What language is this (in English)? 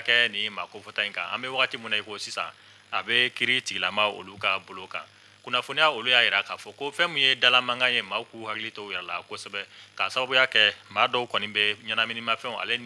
Bambara